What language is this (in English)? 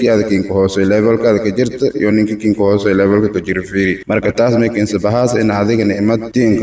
Somali